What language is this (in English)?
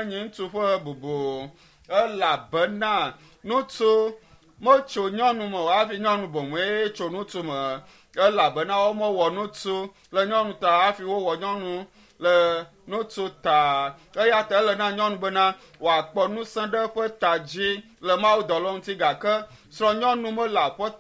Ewe